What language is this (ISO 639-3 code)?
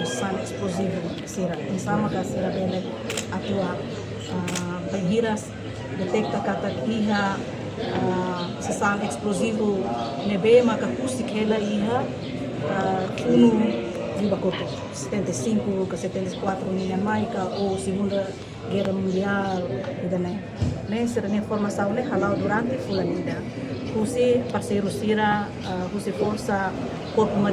tet